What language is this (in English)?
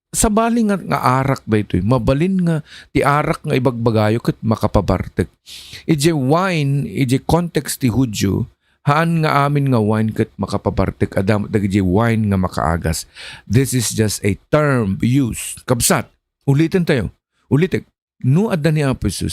Iloko